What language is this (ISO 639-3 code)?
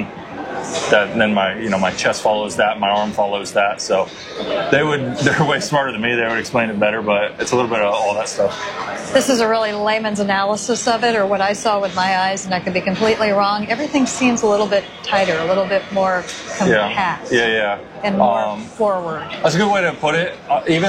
eng